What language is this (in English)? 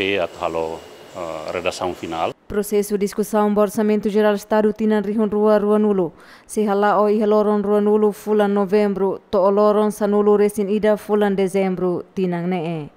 Tetum